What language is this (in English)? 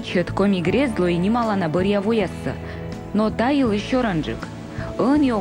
Komi